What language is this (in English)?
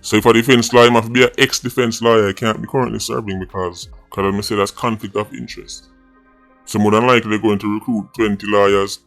Jamaican Creole English